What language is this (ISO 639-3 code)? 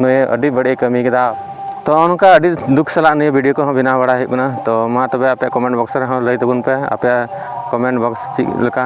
sat